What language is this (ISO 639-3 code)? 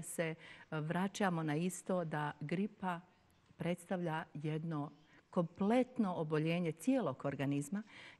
bos